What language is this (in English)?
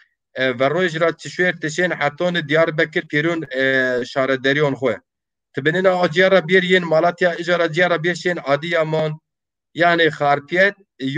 Zaza